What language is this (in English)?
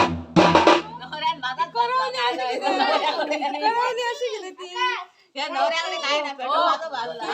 Konkani